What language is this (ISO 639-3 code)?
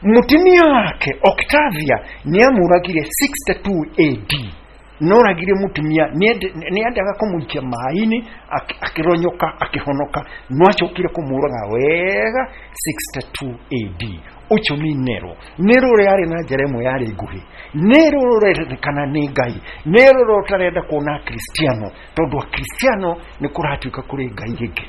kik